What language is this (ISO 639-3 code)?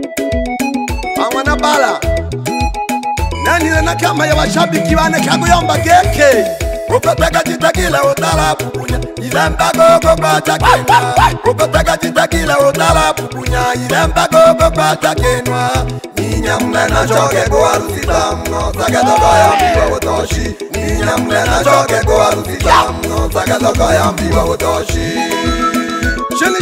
swa